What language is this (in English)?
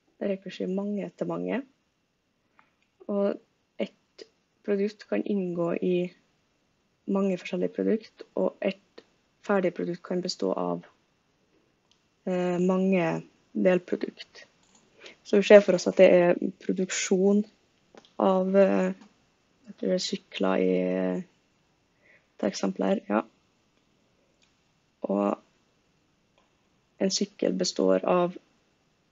Norwegian